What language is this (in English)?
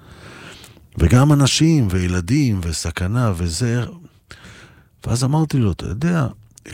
Hebrew